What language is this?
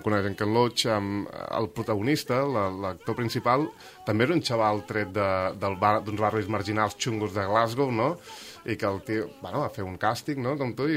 Catalan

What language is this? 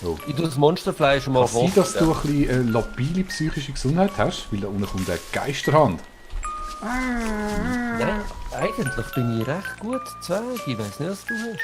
Swiss German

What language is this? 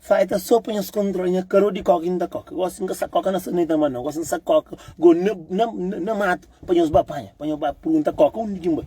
Kabuverdianu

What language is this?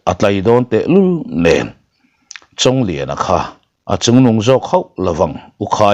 Mizo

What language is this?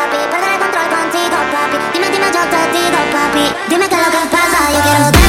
Spanish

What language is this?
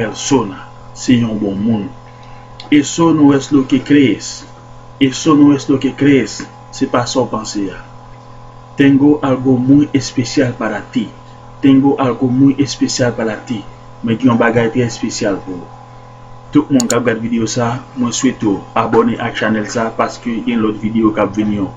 Haitian Creole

